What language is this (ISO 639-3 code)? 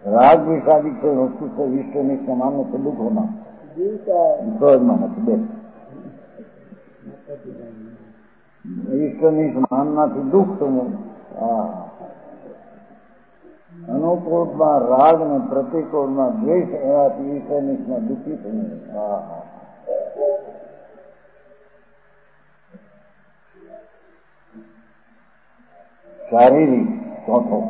guj